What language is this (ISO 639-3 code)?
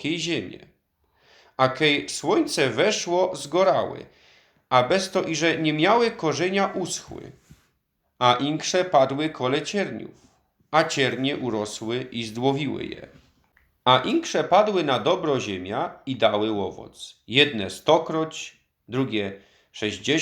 szl